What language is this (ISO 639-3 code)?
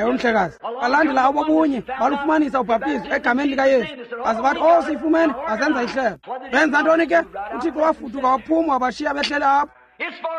xho